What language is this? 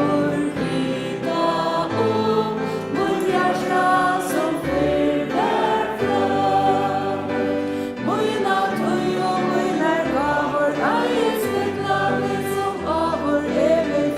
Faroese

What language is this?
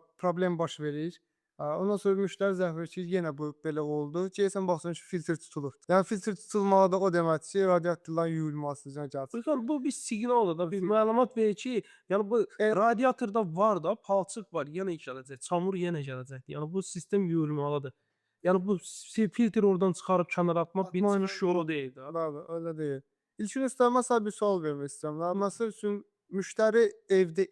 Azerbaijani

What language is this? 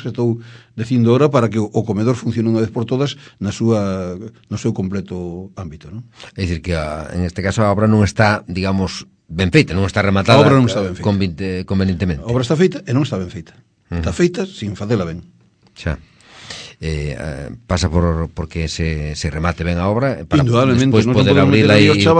Galician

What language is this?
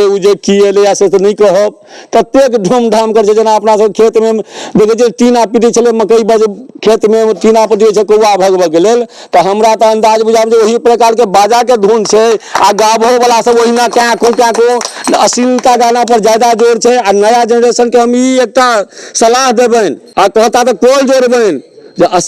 Maithili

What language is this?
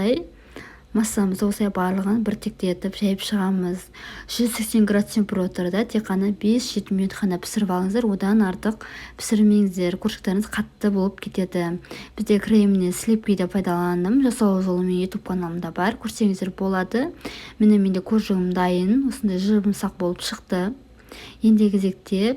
Kazakh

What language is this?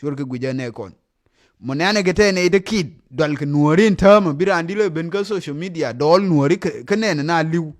Nuer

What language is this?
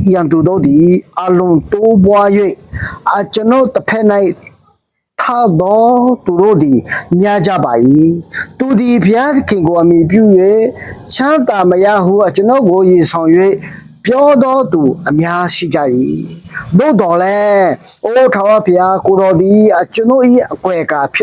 Akha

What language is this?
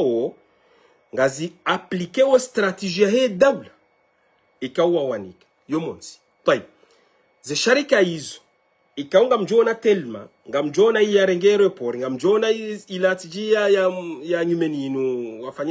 Ngazidja Comorian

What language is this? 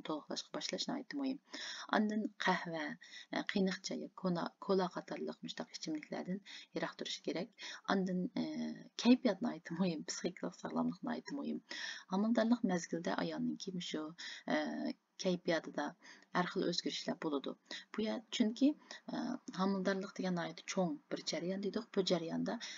Uyghur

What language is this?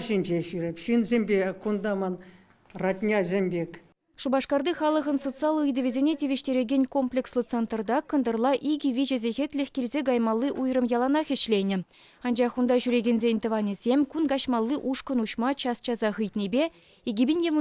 Chuvash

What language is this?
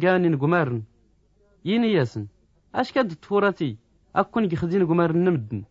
Tachelhit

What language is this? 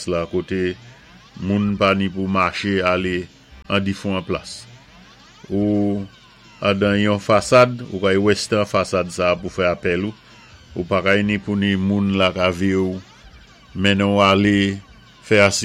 Saint Lucian Creole French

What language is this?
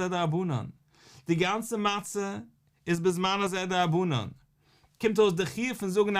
Yiddish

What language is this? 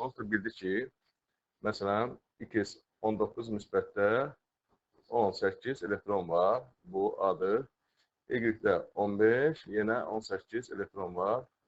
Azerbaijani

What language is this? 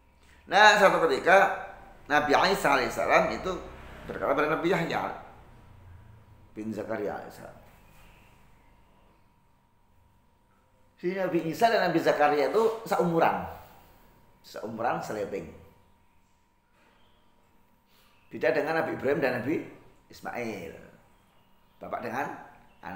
Indonesian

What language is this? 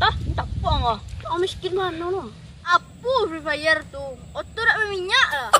Minangkabau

